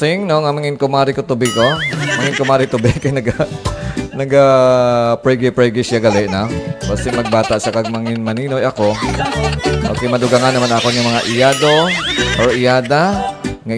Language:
Hiligaynon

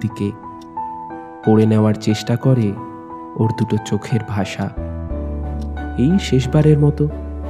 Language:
Bangla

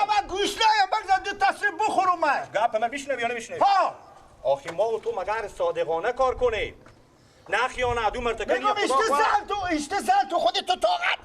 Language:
Persian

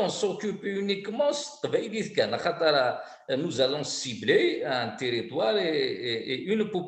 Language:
Kabyle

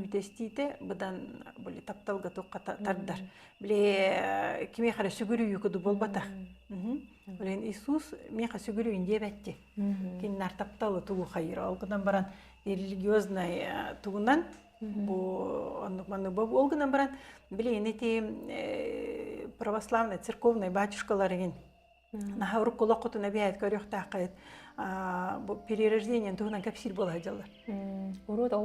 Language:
Yakut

